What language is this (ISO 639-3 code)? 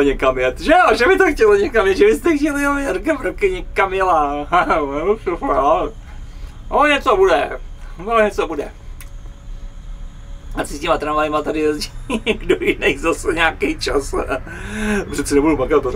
ces